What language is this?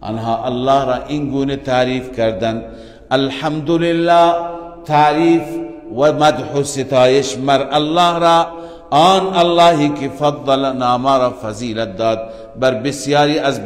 Persian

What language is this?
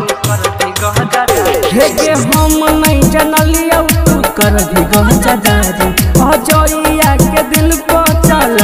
Bhojpuri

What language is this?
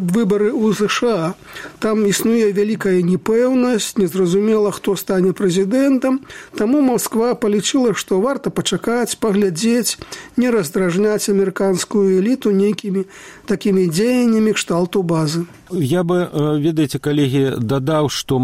Belarusian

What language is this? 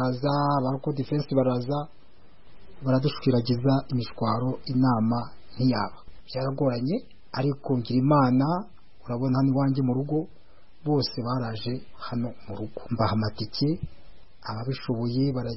Kinyarwanda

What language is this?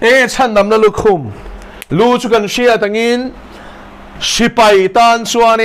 Mizo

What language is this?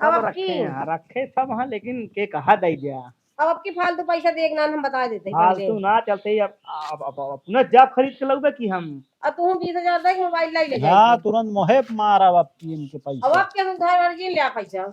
Awadhi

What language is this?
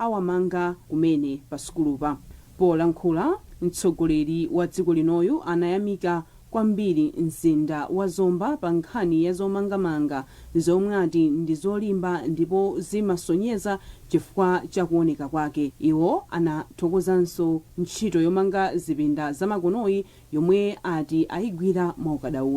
Nyanja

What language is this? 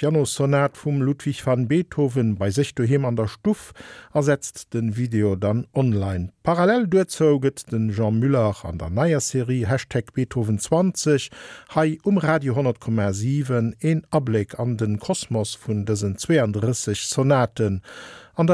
Luxembourgish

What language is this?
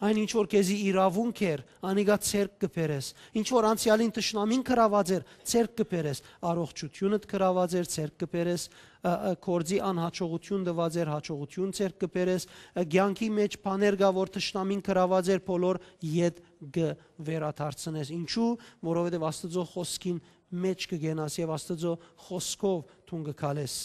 Western Armenian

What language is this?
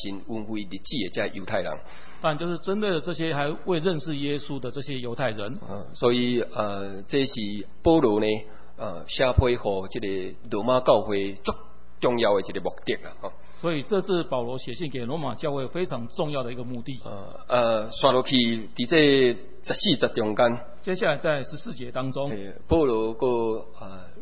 Min Nan Chinese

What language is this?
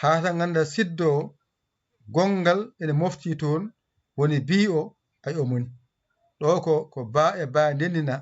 Fula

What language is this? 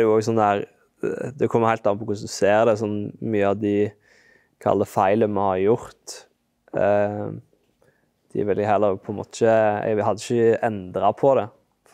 Norwegian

